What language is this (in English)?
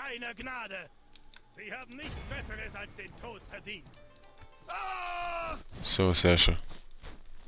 German